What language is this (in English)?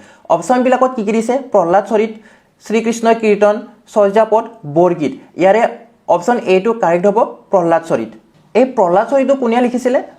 Assamese